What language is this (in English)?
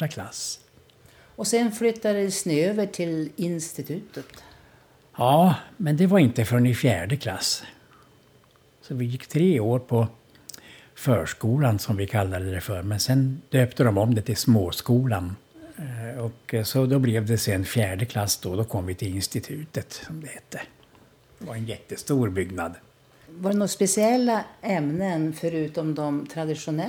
Swedish